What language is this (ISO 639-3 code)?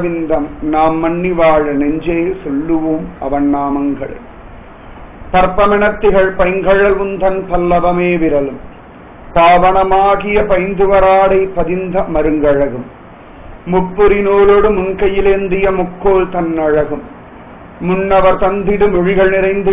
tam